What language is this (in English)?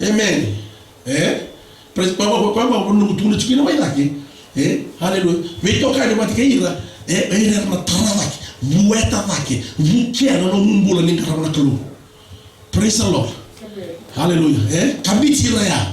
Fijian